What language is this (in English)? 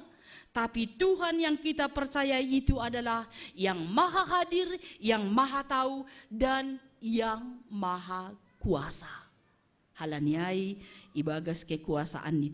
Batak Simalungun